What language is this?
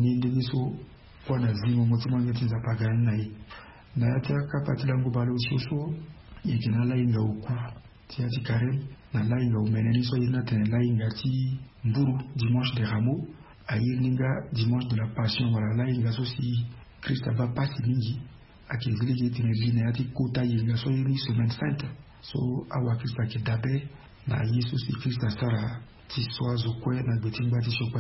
Sango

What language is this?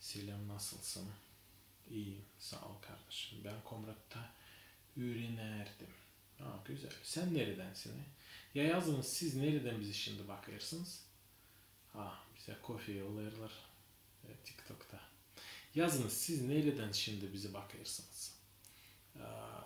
Gagauz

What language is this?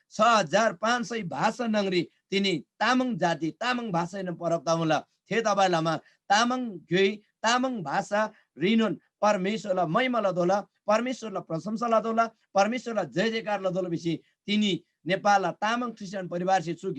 Eastern Tamang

